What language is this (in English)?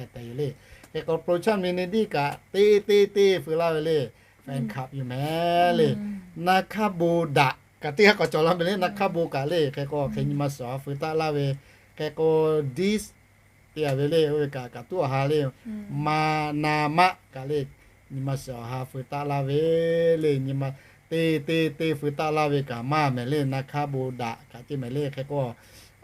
Lahu